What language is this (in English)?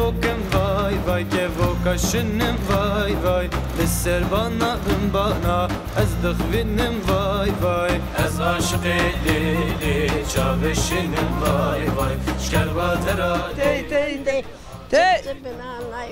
Zaza